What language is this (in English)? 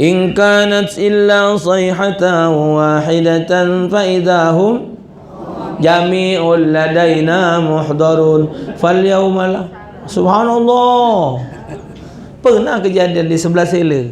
Musi